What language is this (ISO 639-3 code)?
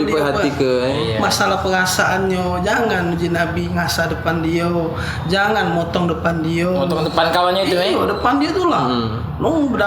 mui